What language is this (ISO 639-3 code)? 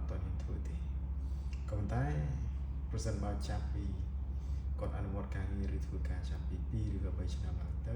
khm